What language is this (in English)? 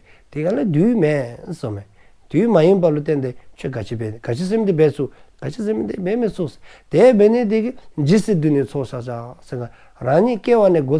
Dzongkha